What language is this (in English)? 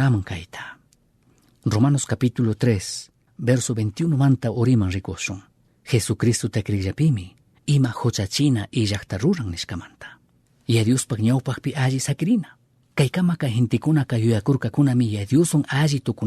Chimborazo Highland Quichua